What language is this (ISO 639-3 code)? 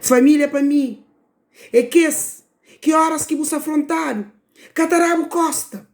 kea